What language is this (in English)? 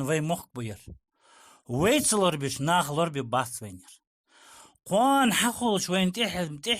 Ingush